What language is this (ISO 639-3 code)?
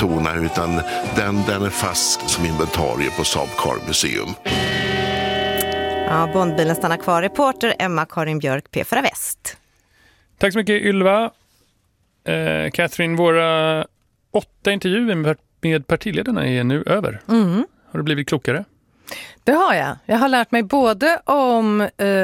swe